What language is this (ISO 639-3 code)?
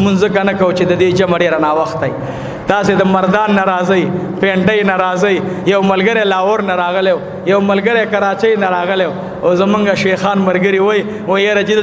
pus